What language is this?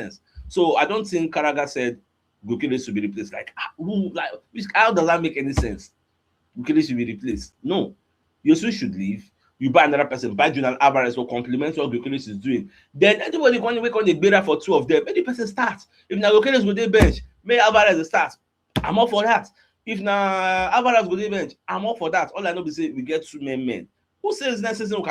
Nigerian Pidgin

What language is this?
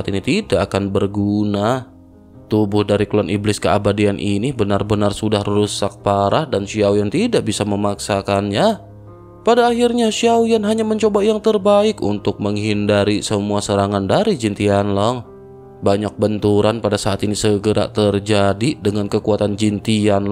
Indonesian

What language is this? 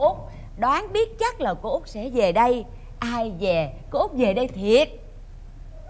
Vietnamese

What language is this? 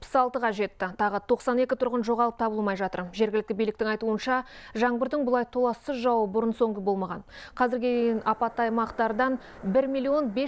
Kazakh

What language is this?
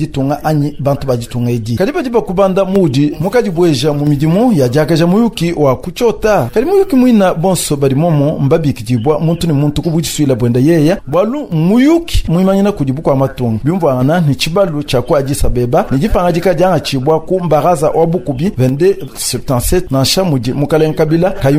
Luba-Lulua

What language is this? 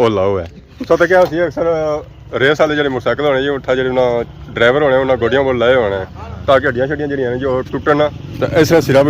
Pahari-Potwari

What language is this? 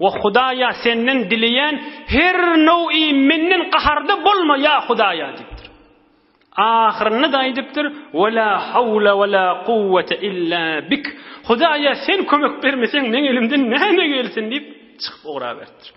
Turkmen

